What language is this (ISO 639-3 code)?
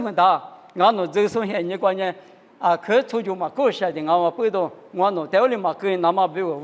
lis